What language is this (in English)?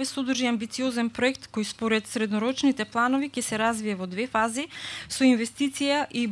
Macedonian